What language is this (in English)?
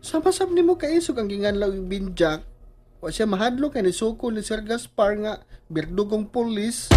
Cebuano